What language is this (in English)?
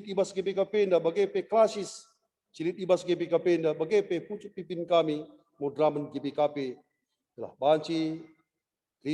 Batak Karo